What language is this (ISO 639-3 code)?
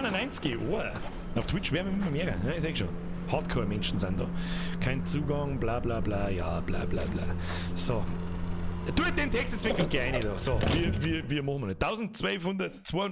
bar